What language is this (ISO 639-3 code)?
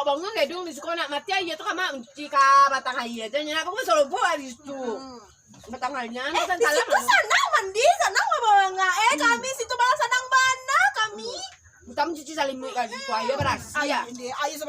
min